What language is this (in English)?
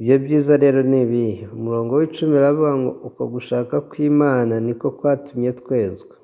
Kinyarwanda